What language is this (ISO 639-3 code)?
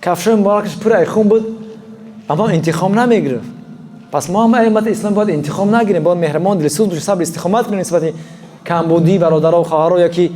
tgk